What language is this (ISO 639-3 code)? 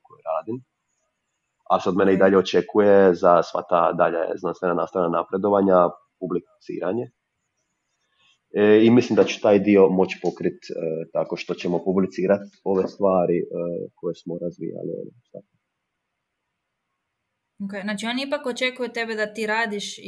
hrv